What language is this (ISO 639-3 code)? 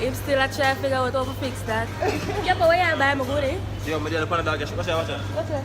jam